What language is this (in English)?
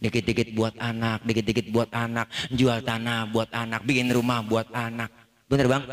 Betawi